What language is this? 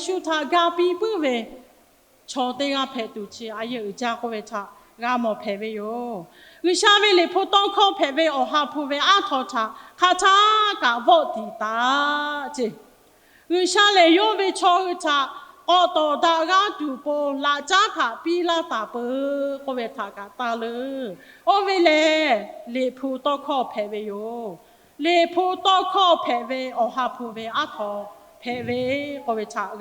Lahu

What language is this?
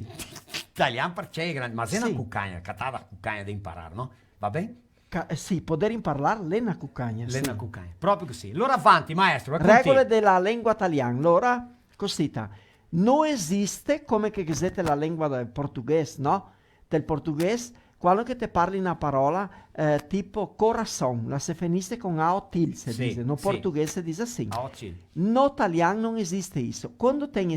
Venetian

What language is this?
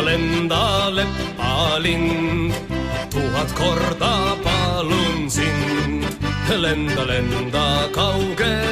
Estonian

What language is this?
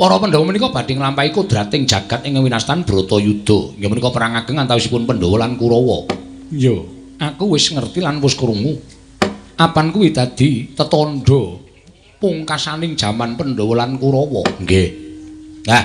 Javanese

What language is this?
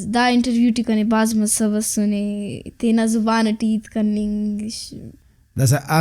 Brahui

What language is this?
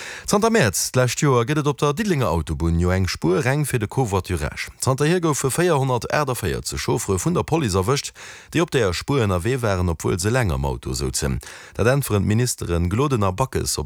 Luxembourgish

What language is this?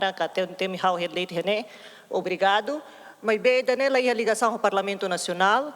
Tetum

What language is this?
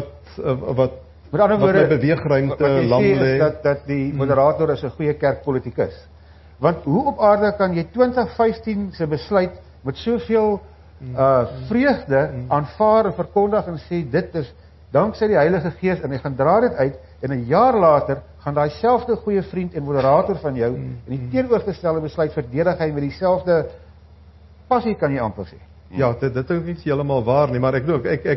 Afrikaans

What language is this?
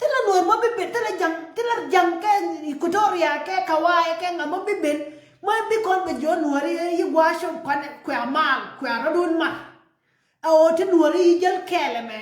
Nuer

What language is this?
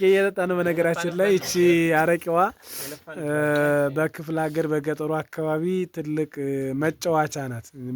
Amharic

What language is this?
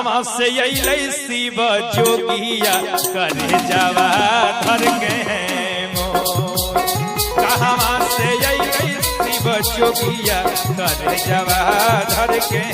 Magahi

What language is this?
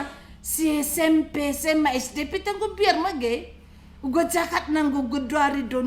Batak Karo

